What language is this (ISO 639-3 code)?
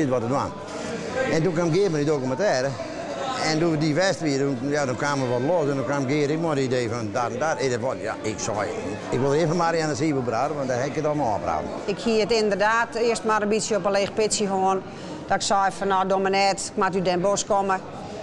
fry